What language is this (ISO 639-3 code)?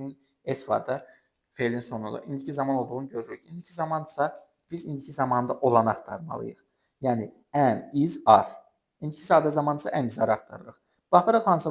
aze